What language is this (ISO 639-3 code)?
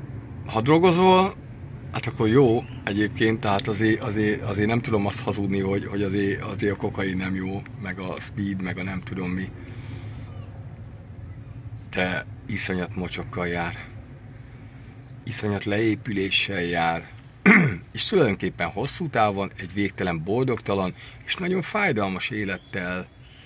hun